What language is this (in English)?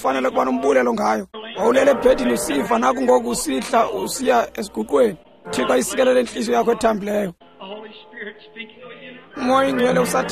Xhosa